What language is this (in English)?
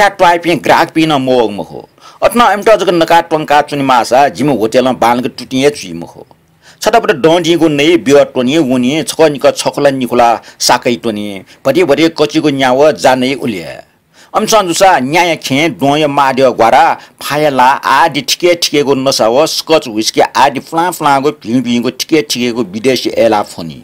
Newari